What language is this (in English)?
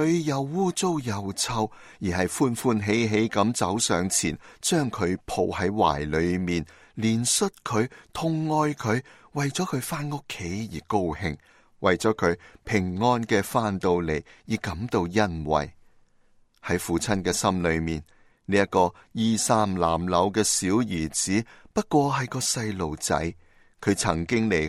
Cantonese